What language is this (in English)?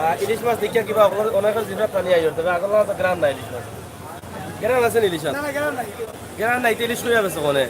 Sylheti